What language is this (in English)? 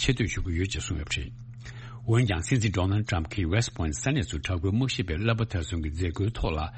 Tibetan